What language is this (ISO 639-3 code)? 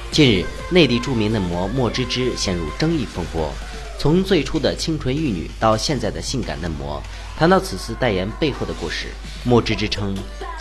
zho